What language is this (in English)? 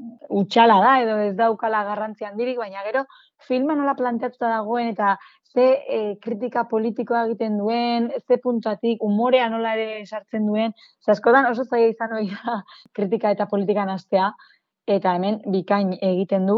Basque